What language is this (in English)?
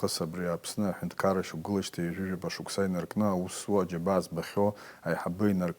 Abkhazian